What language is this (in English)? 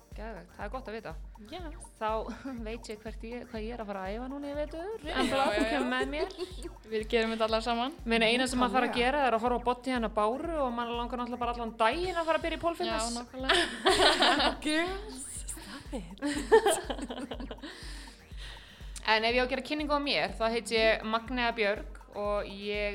Icelandic